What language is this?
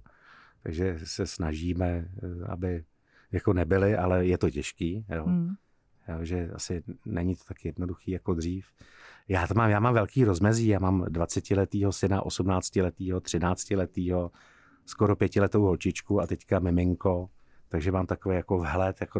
Czech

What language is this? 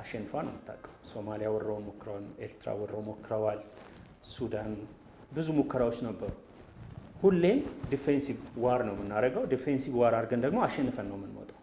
Amharic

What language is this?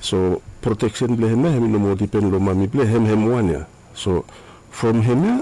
Bislama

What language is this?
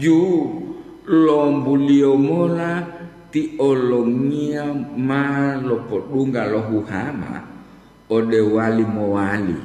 Gorontalo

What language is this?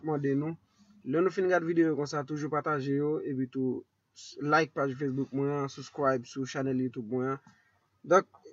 Haitian Creole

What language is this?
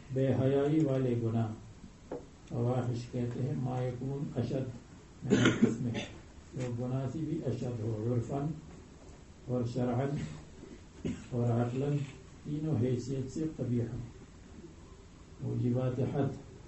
Urdu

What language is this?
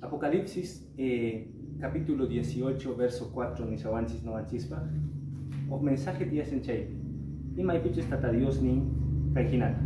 Quechua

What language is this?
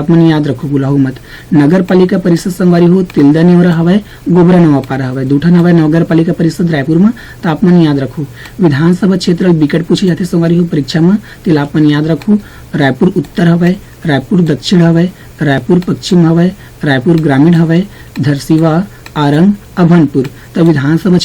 Chhattisgarhi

